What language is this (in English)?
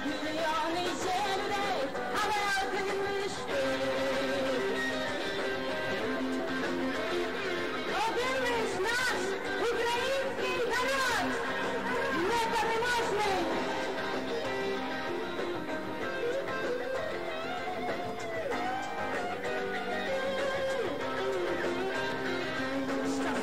Ukrainian